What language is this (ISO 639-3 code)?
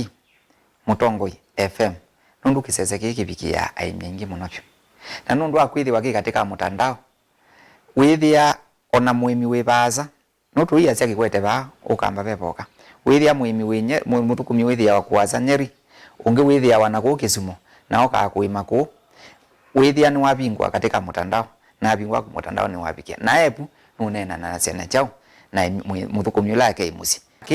kam